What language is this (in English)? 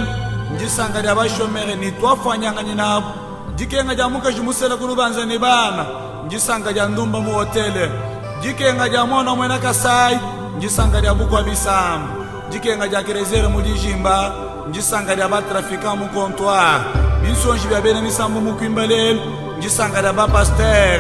Luba-Lulua